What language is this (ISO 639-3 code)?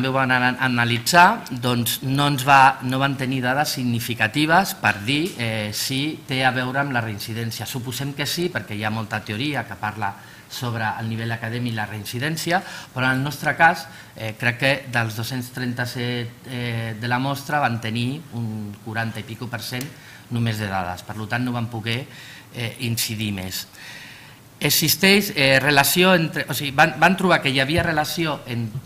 cat